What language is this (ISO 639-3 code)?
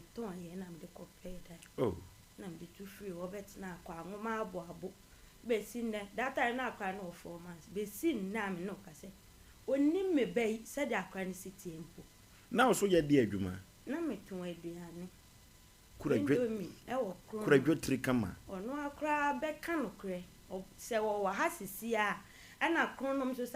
aka